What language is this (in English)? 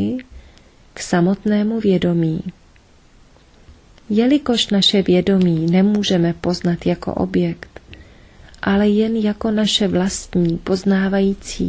Czech